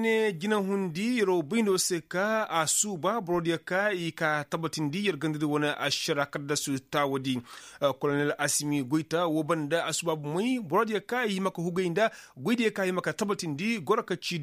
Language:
Koyraboro Senni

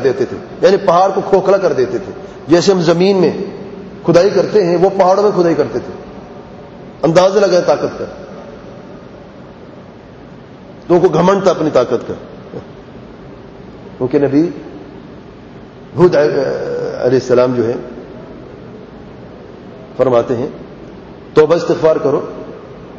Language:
Urdu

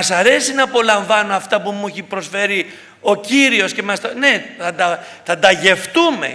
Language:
Greek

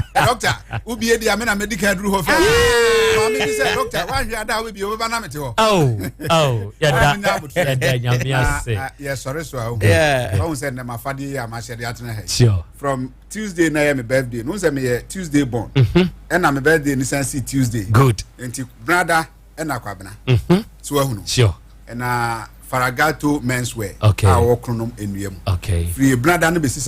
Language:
Akan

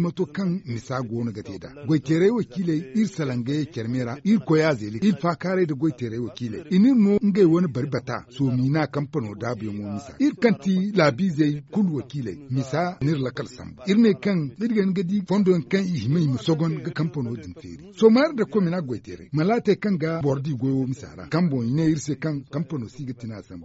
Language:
Zarma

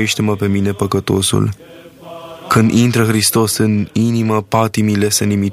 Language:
Romanian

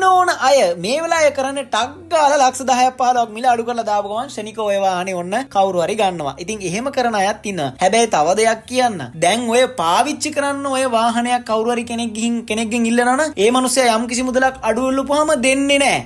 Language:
Sinhala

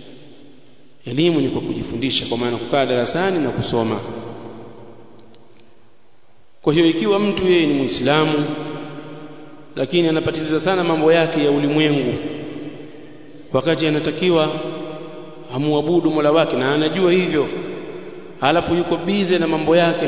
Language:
Swahili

